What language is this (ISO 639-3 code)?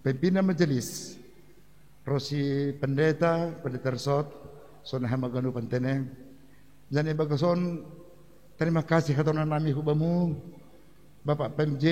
bts